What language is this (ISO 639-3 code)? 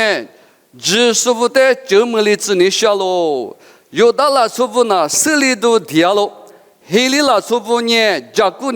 lis